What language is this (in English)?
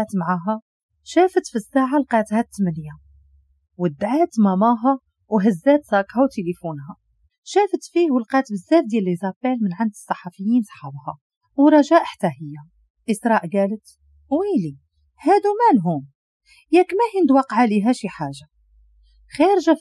Moroccan Arabic